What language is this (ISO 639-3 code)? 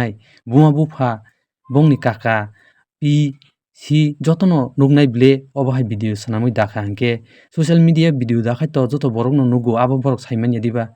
trp